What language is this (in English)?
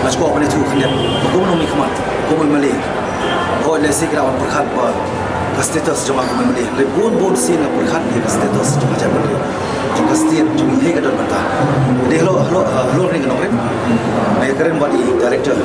Khasi